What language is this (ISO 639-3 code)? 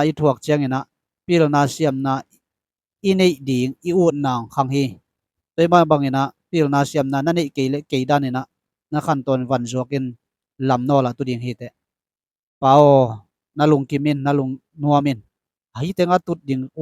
ctd